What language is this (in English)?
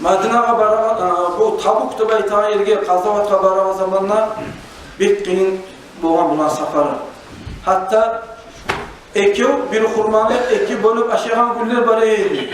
Kumyk